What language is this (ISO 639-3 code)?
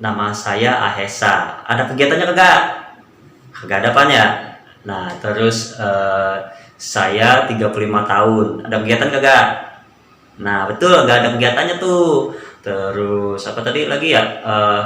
bew